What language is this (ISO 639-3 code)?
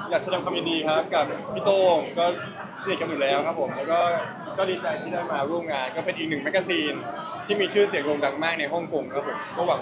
tha